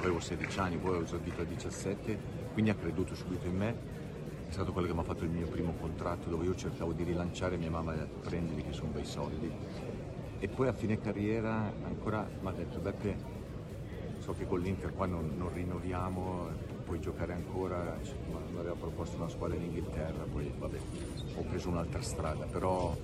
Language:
Italian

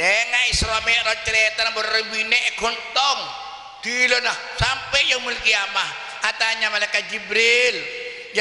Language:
Madurese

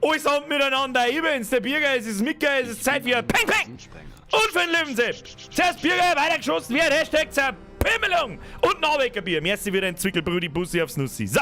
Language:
Bavarian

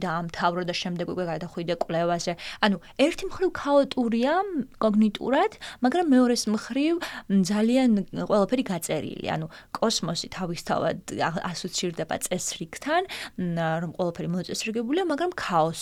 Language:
Georgian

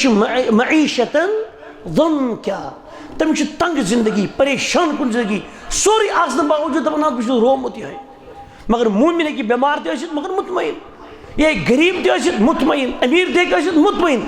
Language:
Kashmiri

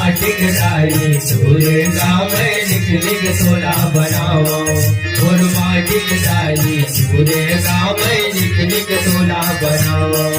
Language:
Chhattisgarhi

